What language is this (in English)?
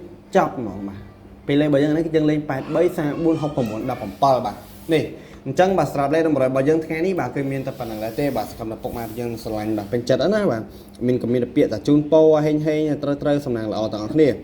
Khmer